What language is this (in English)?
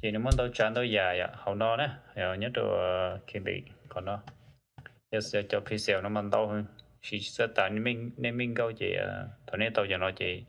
Hmong